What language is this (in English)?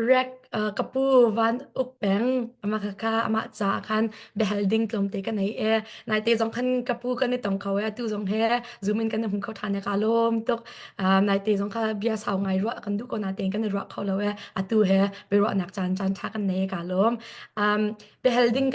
Hakha Chin